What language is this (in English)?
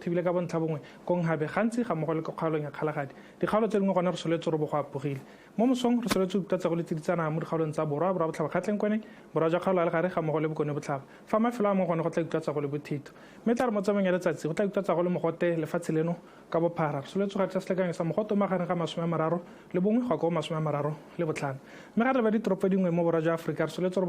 Tswana